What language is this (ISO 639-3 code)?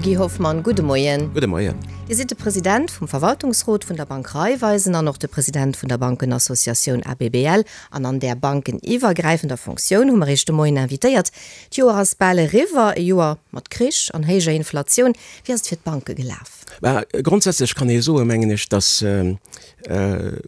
ltz